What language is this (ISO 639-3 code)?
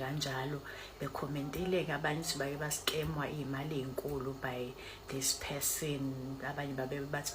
zul